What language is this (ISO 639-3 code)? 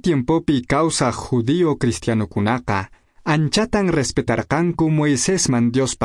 que